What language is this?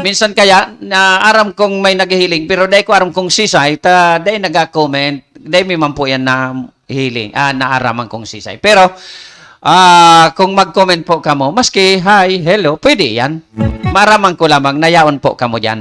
Bikol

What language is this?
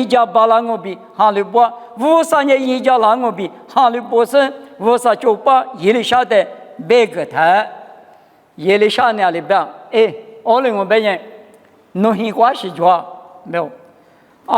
Lisu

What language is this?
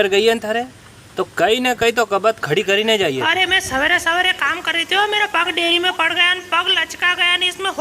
Rajasthani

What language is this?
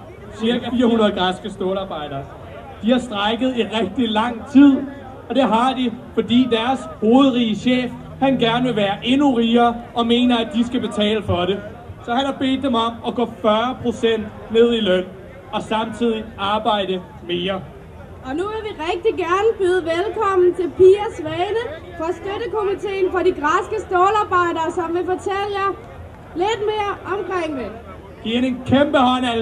Danish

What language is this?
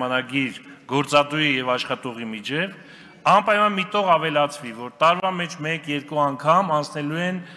Armenian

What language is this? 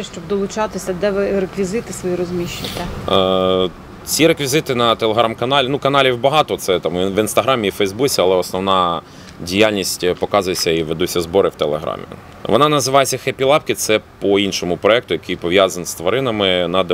Ukrainian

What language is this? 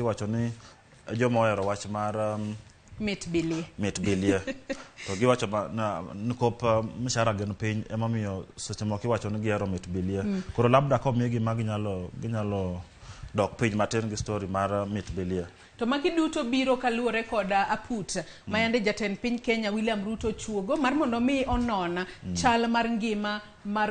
Luo (Kenya and Tanzania)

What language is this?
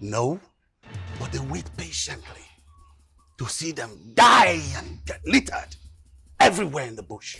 Nigerian Pidgin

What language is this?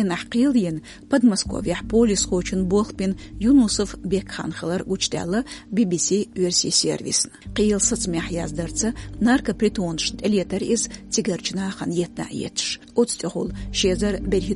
Chechen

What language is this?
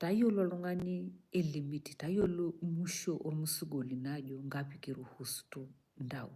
Masai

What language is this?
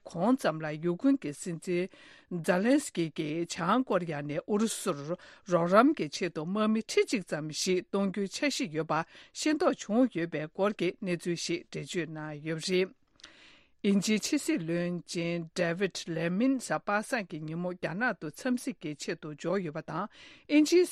Tibetan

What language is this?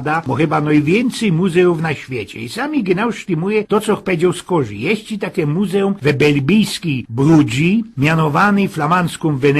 Silesian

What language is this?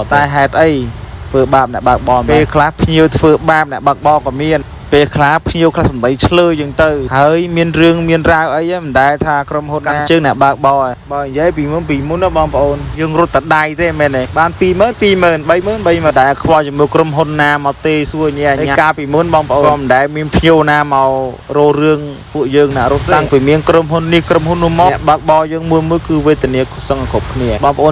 Khmer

